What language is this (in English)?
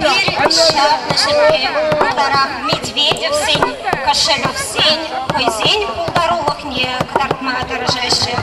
Chuvash